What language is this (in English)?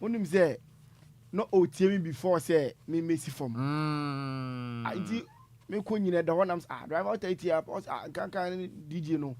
Akan